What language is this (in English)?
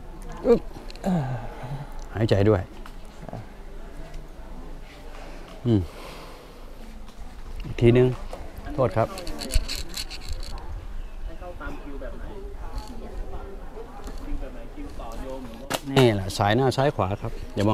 Thai